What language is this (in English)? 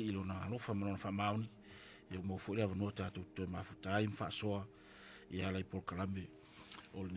Samoan